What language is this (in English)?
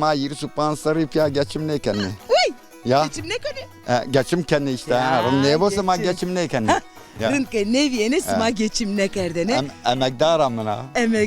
Zaza